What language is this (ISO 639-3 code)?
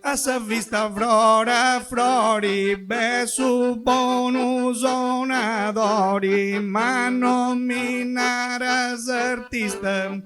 srd